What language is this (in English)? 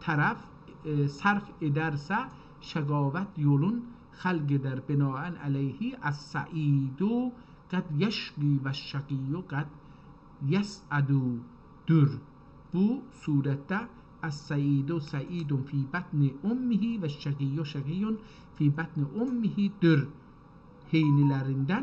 South Azerbaijani